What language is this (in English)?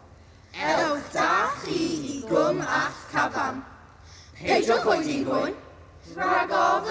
Welsh